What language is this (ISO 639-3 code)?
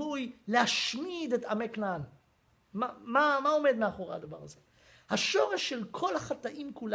heb